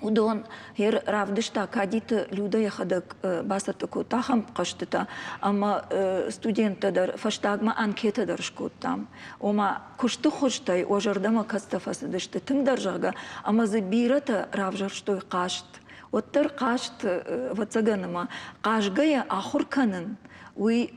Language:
Ossetic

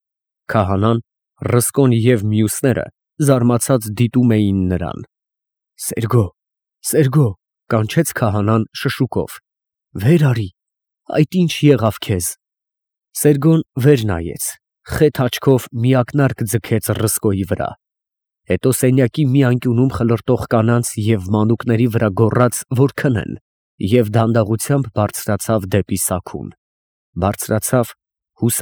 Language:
Armenian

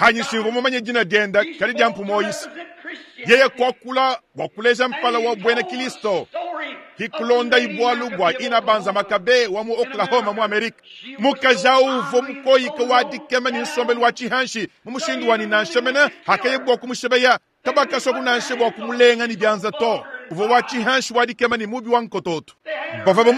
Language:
Luba-Lulua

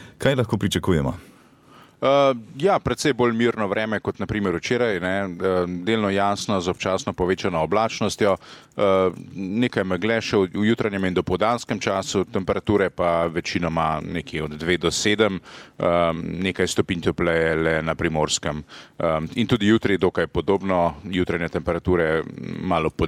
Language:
Slovenian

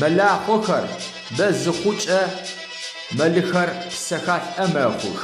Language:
Adyghe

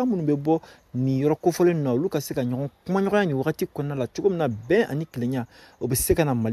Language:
Bambara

